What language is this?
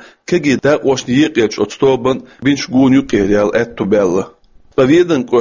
Chechen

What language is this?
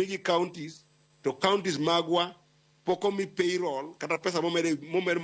Luo (Kenya and Tanzania)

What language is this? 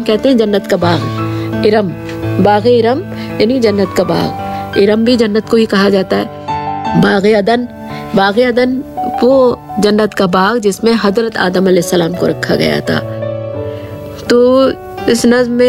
Hindi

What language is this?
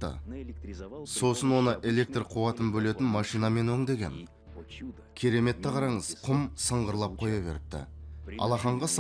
Kazakh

